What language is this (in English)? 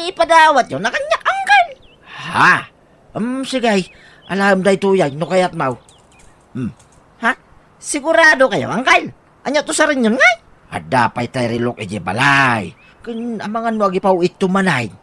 Iloko